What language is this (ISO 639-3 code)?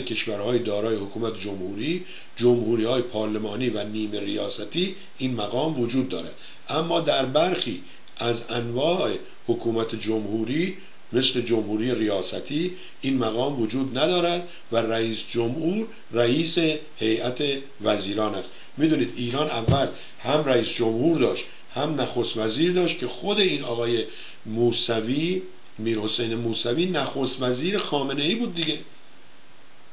fas